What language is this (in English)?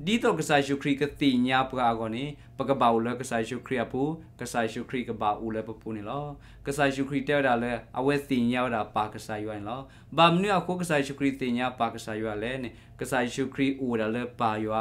S'gaw Karen